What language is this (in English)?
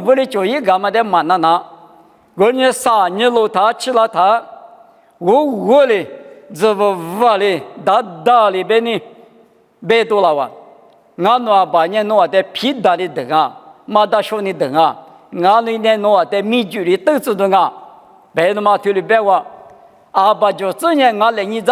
Lisu